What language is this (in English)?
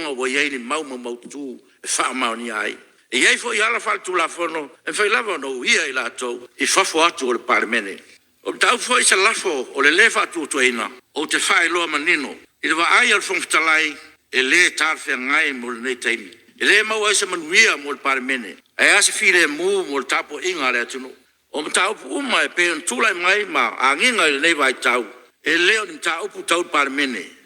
Samoan